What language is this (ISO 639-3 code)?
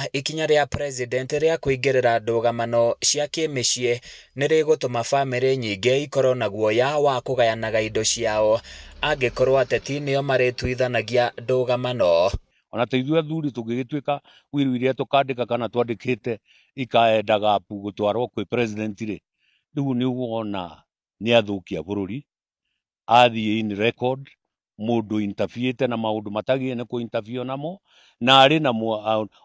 kik